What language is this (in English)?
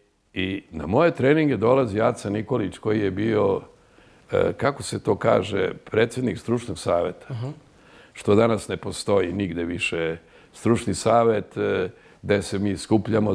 Serbian